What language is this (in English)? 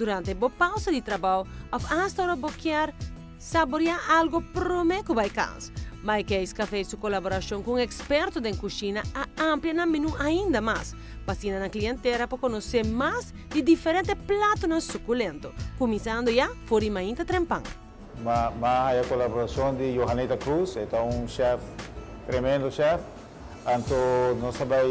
Papiamento